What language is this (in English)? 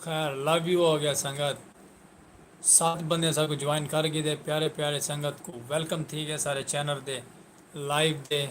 Saraiki